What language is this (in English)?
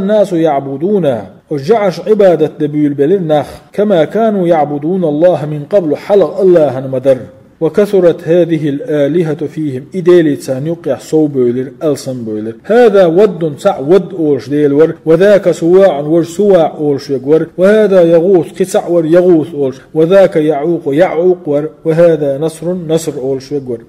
Chechen